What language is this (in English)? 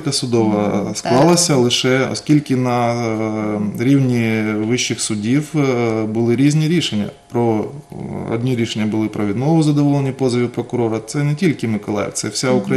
Ukrainian